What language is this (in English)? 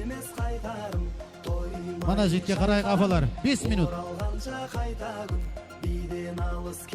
Kara-Kalpak